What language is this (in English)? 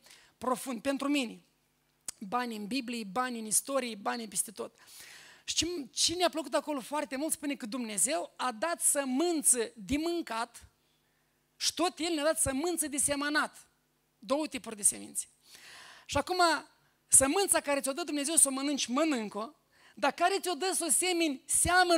Romanian